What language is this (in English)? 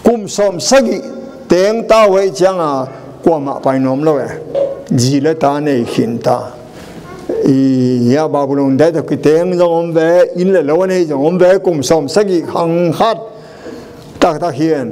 Tedim Chin